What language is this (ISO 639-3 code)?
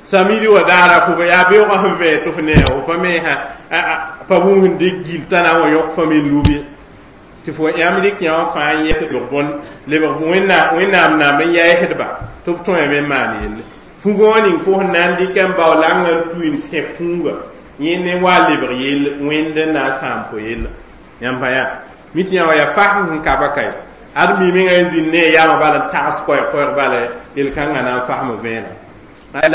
mos